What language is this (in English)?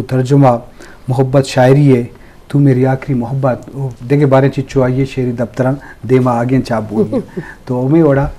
Eastern Balochi